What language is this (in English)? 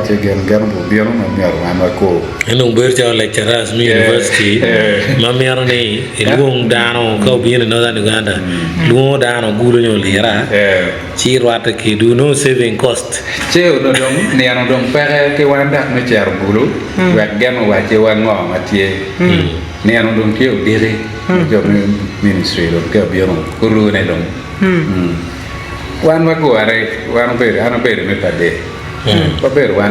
Acoli